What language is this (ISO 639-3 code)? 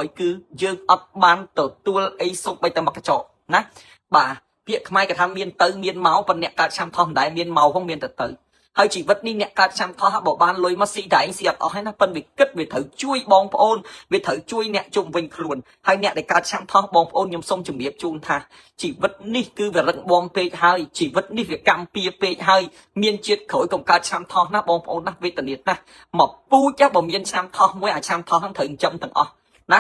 khm